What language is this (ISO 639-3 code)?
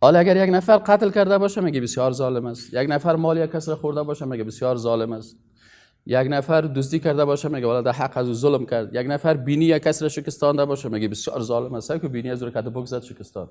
fas